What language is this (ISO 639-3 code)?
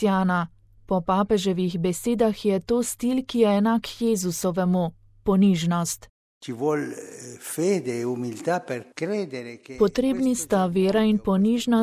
slv